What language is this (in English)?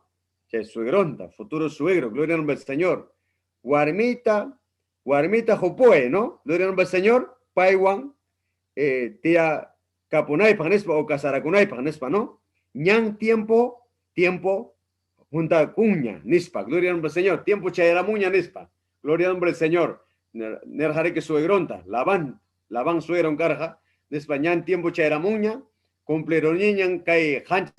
Ayacucho Quechua